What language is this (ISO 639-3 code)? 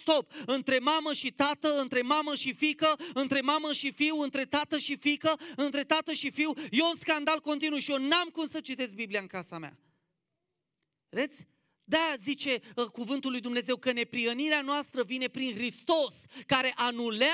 ron